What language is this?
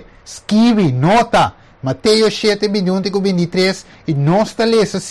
Papiamento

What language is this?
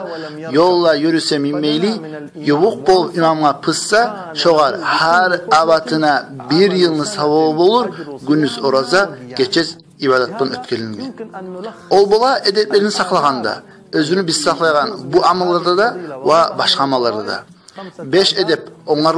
Kumyk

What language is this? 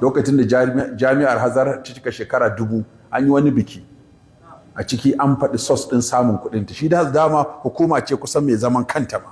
Hausa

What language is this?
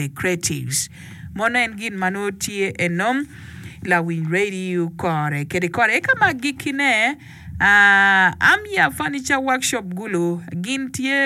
Acoli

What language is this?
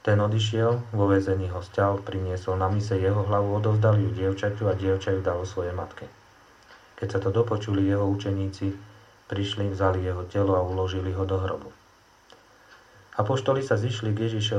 Slovak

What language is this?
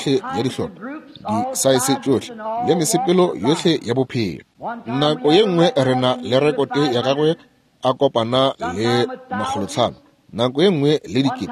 Northern Sotho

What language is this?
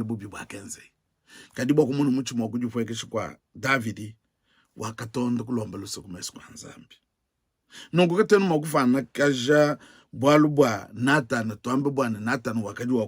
Luba-Lulua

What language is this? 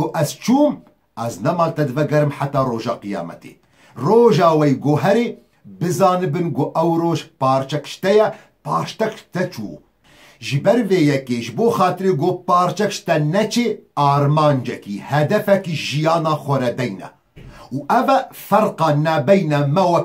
Kurdish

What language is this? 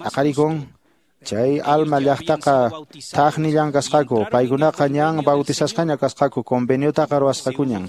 Quechua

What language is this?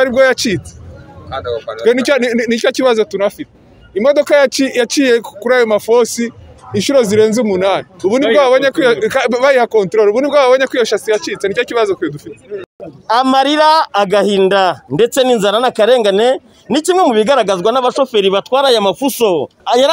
Kinyarwanda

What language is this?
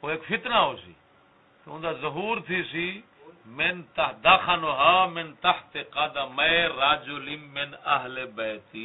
Saraiki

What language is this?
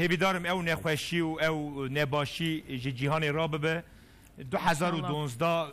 Kurdish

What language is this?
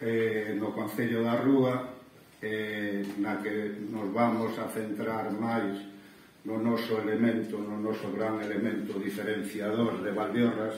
Galician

